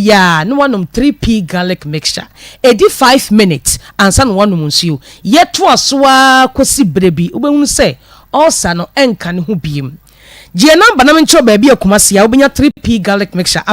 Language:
Akan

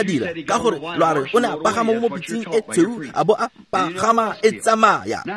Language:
Tswana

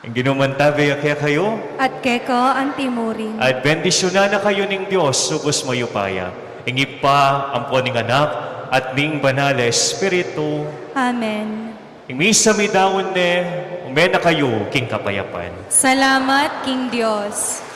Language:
Pampanga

